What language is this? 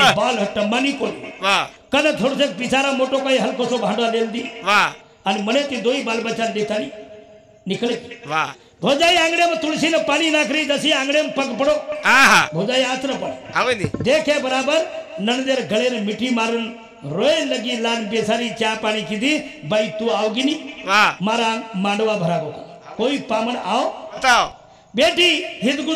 Lambadi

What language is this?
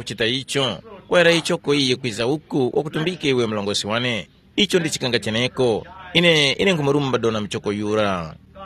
Tumbuka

